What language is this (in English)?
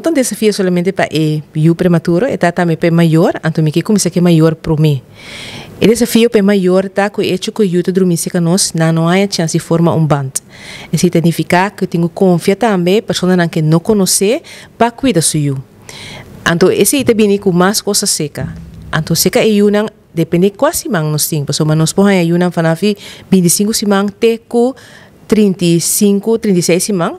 Papiamento